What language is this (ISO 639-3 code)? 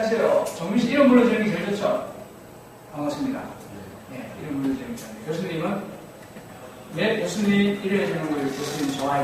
kor